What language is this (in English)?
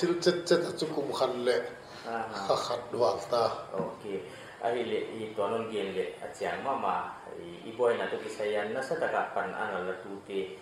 Paite Chin